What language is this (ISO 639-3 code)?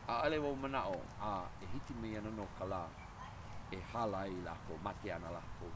haw